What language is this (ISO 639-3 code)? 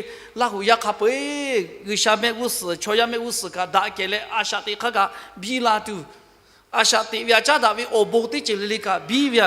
lhu